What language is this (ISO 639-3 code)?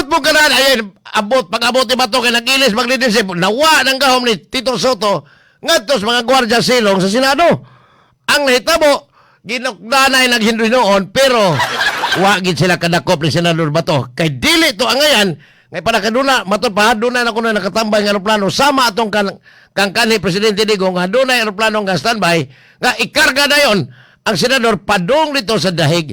ceb